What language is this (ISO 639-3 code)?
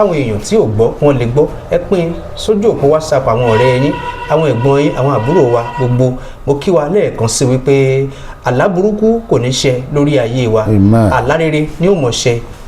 yor